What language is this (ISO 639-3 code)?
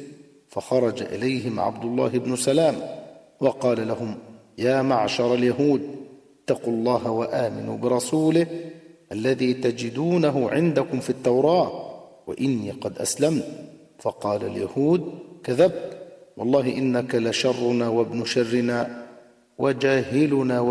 ara